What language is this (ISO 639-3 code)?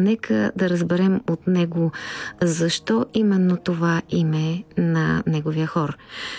bul